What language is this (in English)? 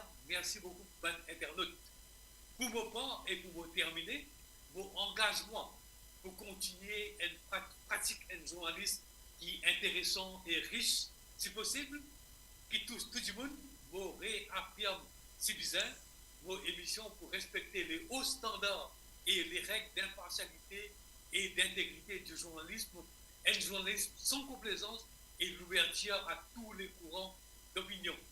Morisyen